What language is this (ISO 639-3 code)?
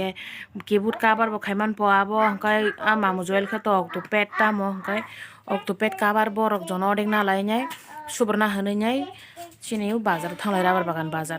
trp